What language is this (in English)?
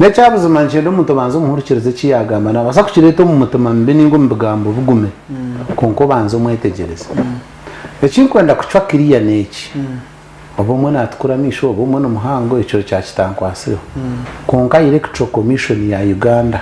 Nyankole